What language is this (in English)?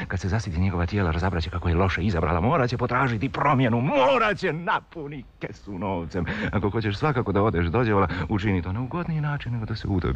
Serbian